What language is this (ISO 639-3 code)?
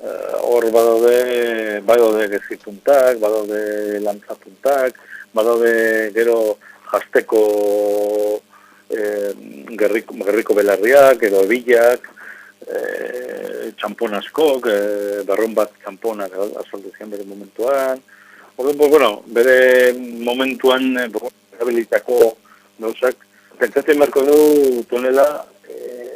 eus